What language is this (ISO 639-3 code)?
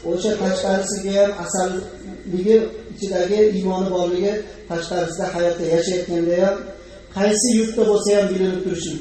uzb